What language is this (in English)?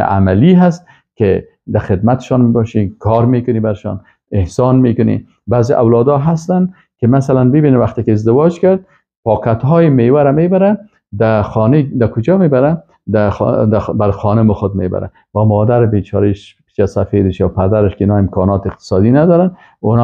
Persian